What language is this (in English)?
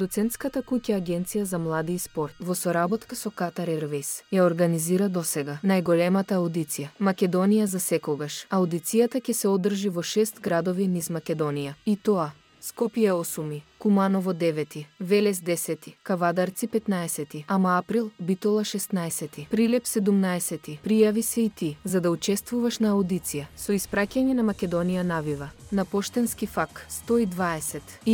Macedonian